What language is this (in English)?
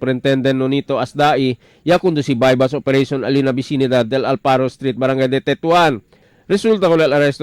Chavacano